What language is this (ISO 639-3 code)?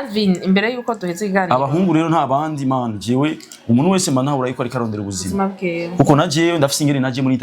run